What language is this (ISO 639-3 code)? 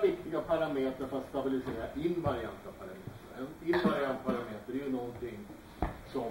swe